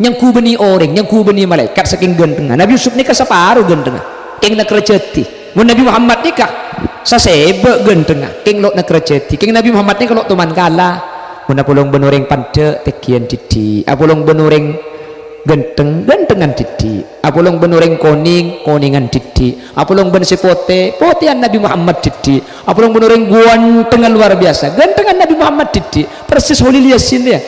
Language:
Madurese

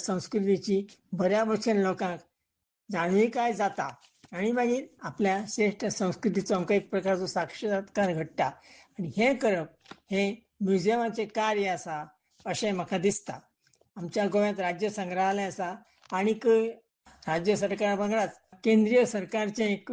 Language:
Konkani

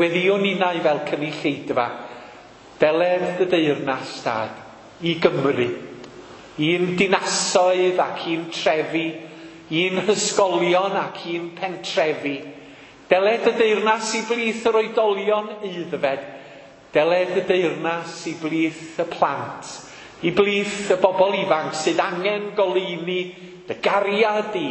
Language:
Welsh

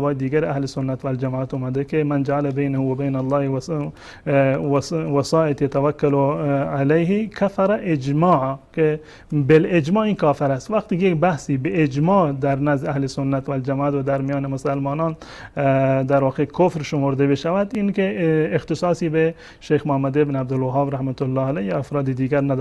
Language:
Persian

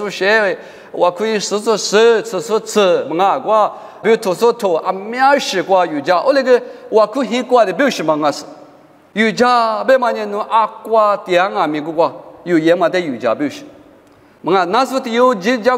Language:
Lisu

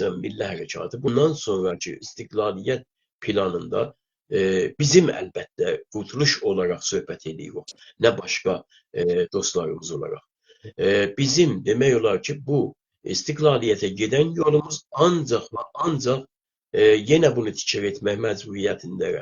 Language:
South Azerbaijani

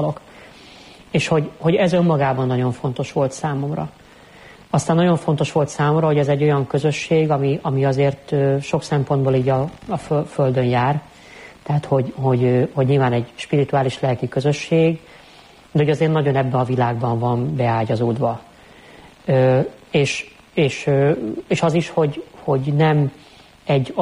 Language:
Hungarian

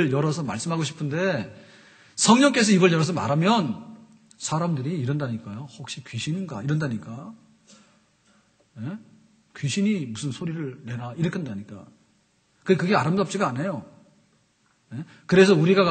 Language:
Korean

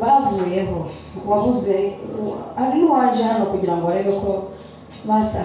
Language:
Kinyarwanda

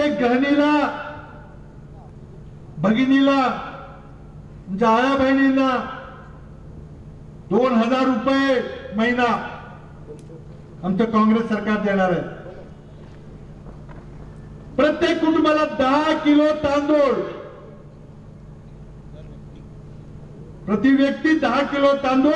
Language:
Marathi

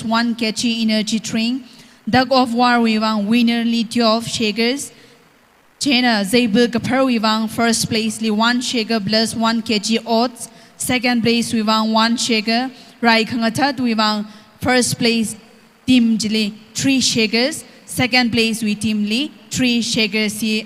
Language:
Tangkhul Naga (India)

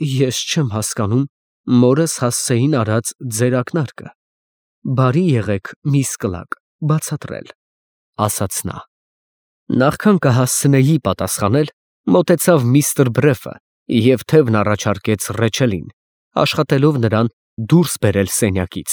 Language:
Armenian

